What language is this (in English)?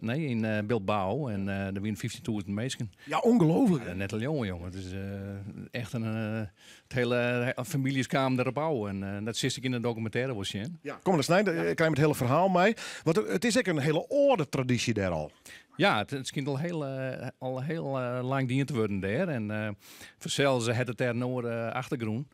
Western Frisian